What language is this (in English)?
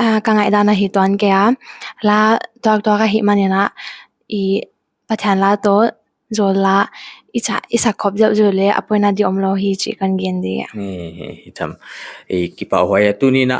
Paite Chin